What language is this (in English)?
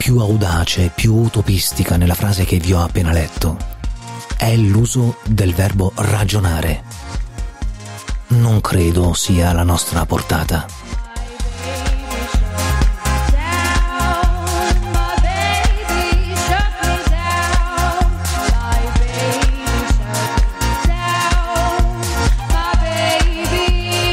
Italian